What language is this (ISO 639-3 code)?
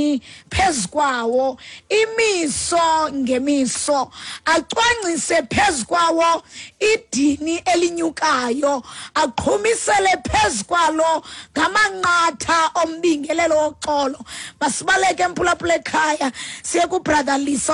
xho